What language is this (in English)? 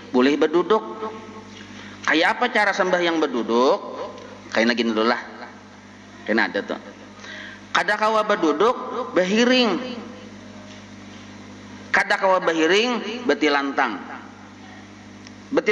Banjar